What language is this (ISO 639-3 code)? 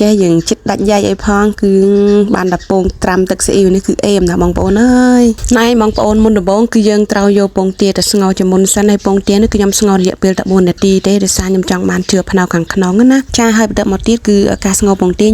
khm